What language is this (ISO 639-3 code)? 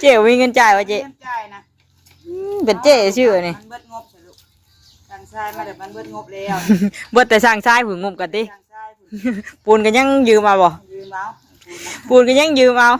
tts